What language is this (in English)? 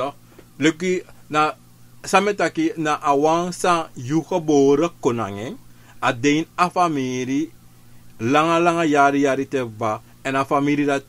Sranan Tongo